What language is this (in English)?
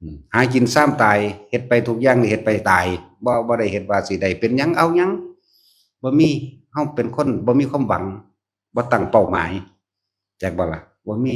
Lao